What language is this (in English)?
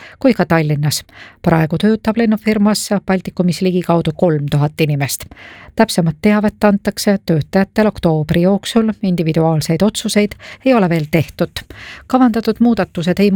Estonian